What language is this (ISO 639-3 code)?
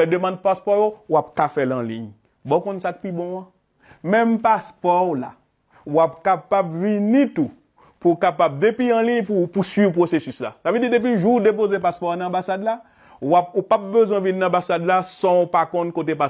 hat